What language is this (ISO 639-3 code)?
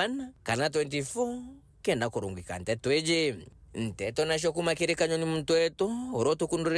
mer